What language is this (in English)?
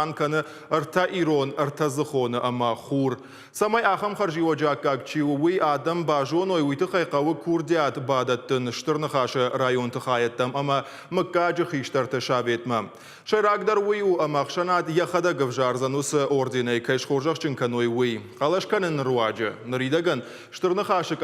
Ossetic